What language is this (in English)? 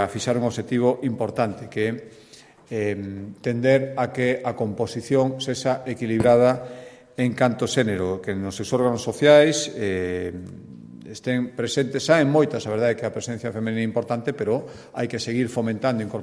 Galician